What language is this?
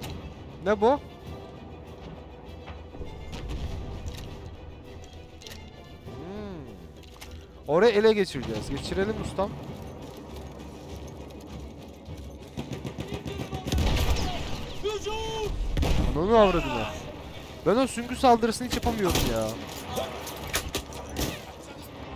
Turkish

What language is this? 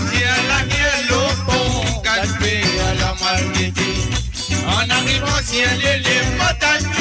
Morisyen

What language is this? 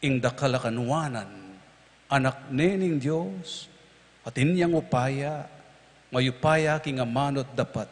Pampanga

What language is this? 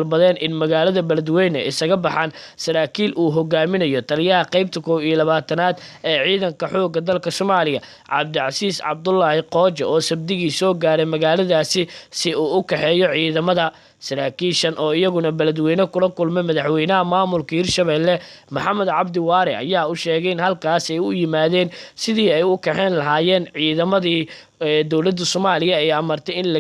Somali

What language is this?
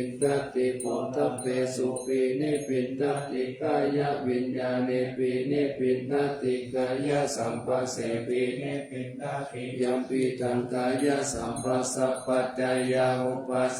Pali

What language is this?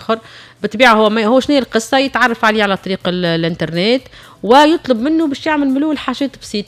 Tunisian Arabic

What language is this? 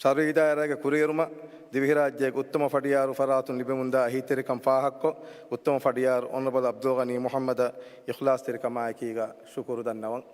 Divehi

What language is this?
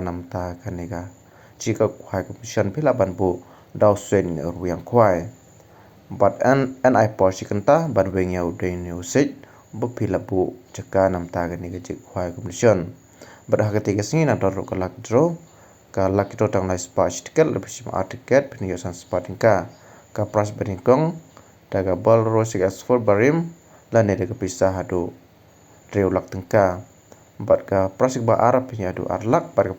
Khasi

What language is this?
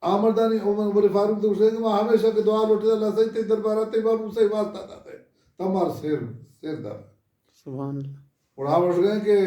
Baluchi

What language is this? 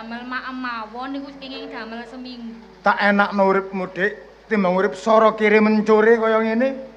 Javanese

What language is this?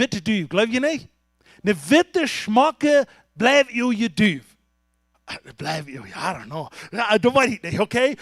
Plautdietsch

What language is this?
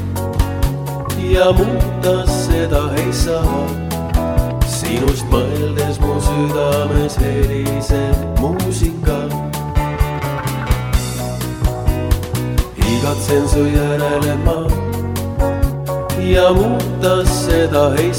Estonian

